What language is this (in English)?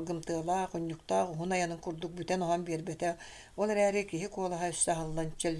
Yakut